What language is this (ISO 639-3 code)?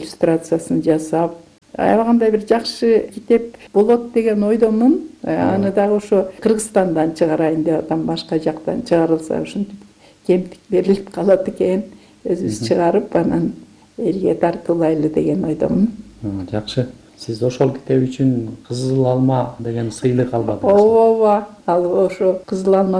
kir